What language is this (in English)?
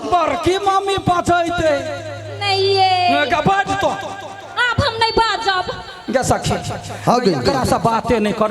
Maithili